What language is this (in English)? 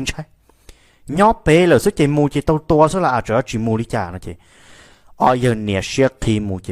Hmong